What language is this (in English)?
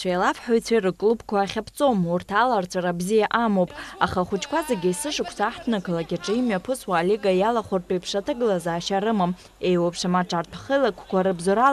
Abkhazian